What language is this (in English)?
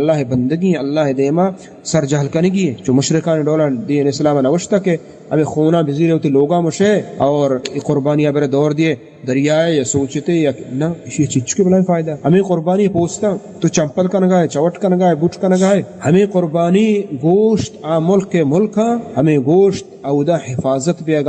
Baluchi